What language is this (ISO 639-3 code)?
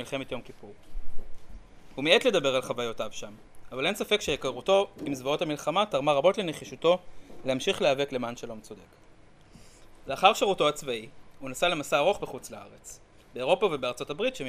heb